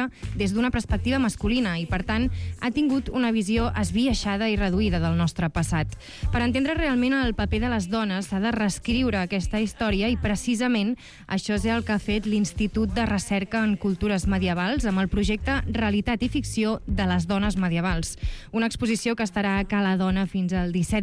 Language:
Catalan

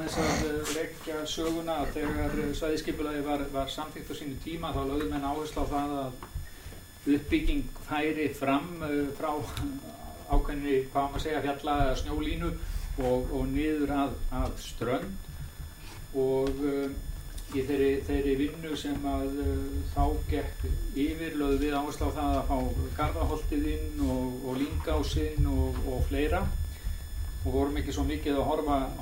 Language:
Icelandic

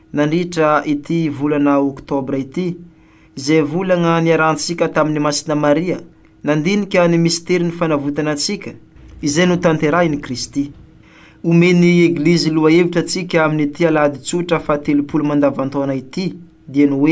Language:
Malagasy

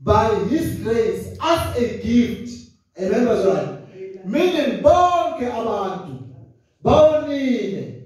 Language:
Zulu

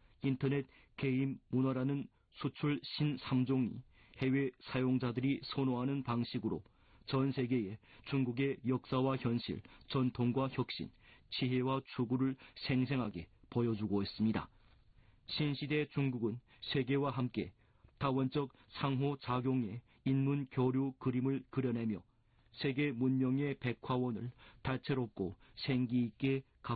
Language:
Korean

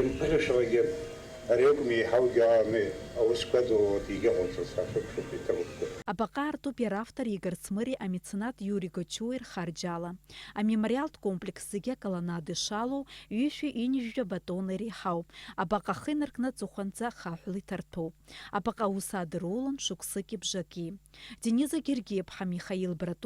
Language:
Abkhazian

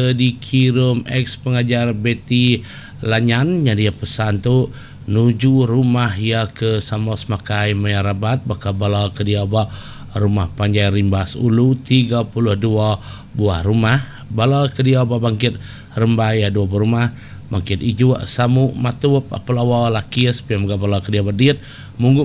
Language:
Iban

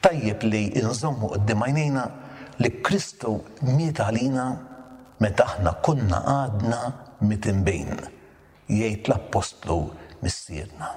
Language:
Maltese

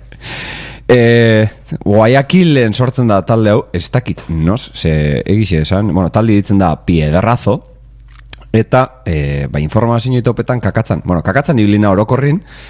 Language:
Basque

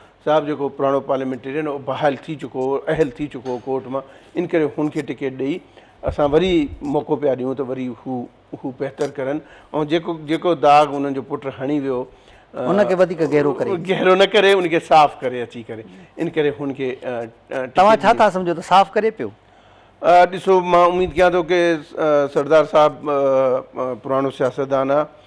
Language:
Sindhi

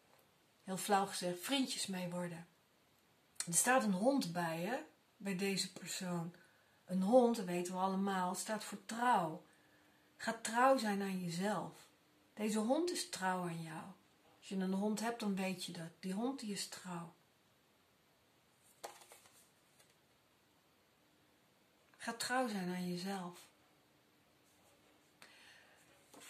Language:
Dutch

